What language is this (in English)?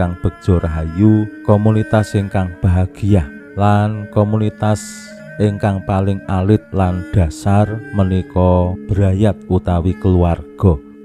Javanese